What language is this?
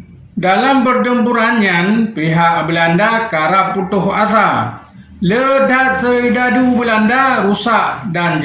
Achinese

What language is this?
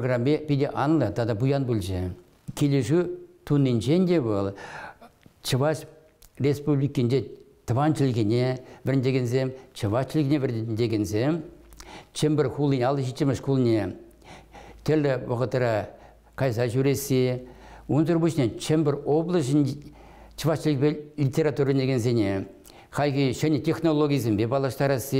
Chuvash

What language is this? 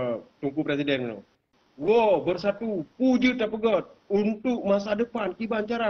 Achinese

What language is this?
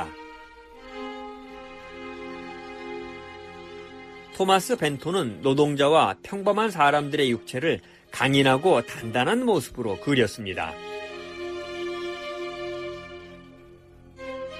Korean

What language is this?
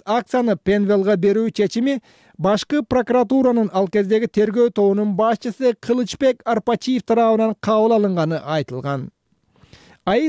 Kyrgyz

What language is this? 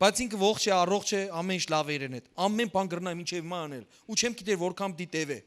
Western Armenian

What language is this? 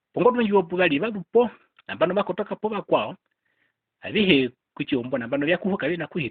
Herero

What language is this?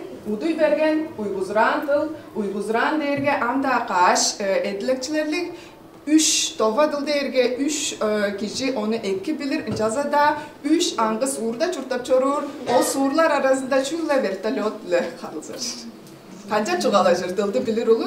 Tuvinian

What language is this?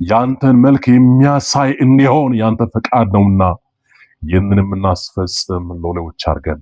Amharic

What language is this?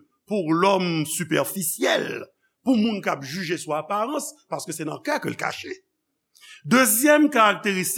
Haitian Creole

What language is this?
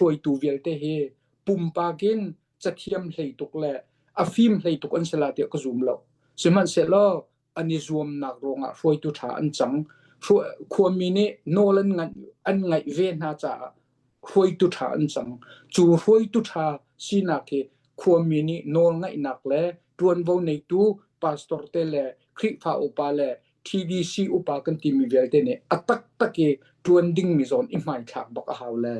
Hakha Chin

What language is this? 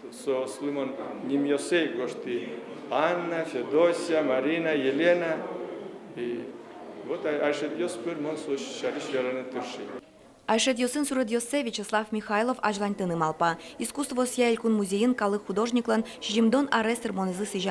Udmurt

